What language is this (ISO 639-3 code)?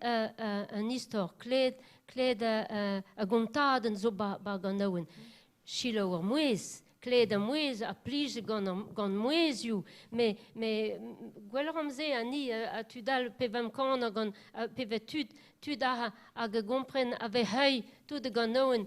bre